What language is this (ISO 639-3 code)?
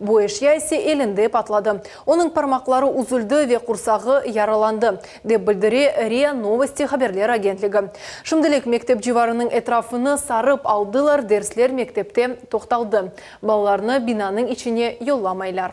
crh